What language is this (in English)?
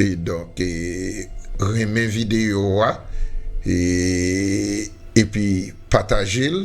Haitian Creole